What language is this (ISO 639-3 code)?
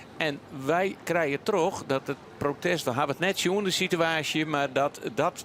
fry